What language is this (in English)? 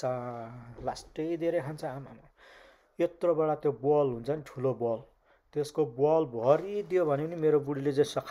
Nepali